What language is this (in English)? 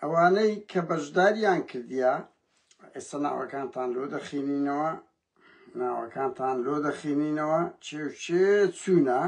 Central Kurdish